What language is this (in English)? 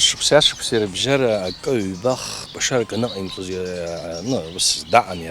Abkhazian